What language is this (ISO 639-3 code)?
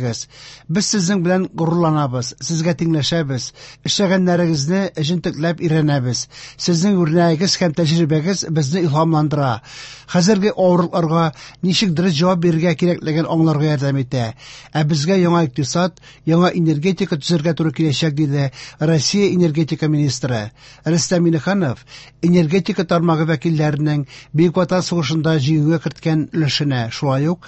tat